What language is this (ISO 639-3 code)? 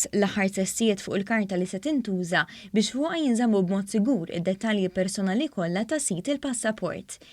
mlt